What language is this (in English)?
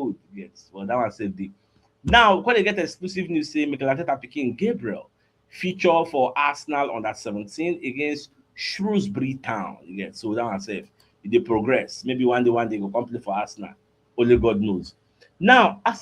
Nigerian Pidgin